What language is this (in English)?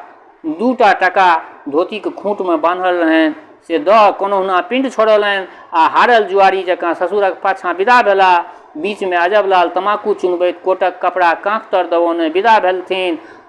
Maithili